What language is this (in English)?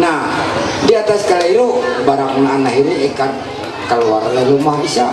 Ma'anyan